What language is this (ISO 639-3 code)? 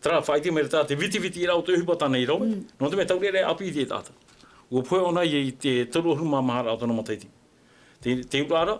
tah